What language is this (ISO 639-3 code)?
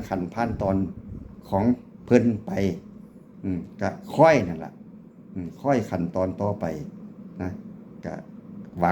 tts